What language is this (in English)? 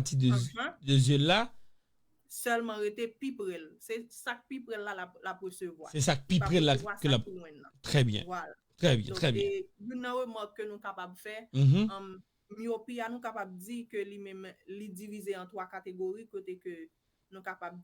Haitian Creole